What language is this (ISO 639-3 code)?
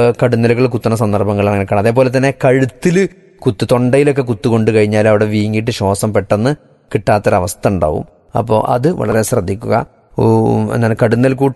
mal